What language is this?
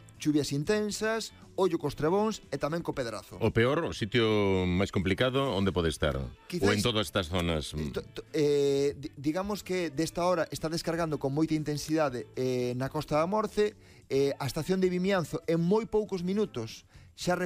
Galician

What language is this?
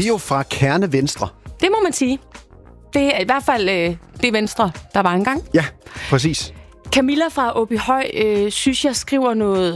Danish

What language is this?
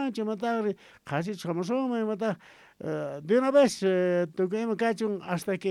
South Bolivian Quechua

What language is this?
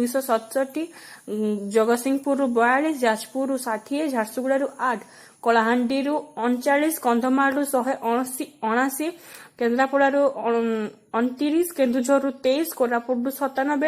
Odia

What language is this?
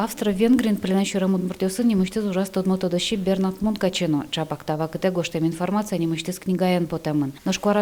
Udmurt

